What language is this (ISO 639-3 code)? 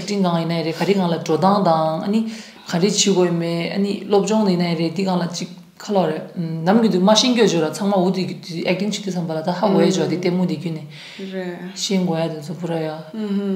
bod